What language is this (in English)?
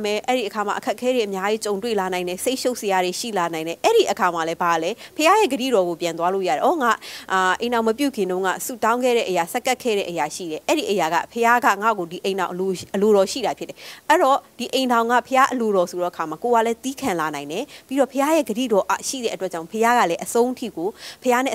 Burmese